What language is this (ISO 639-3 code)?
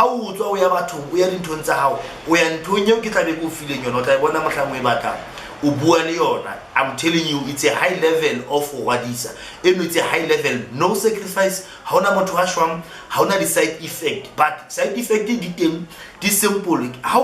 sot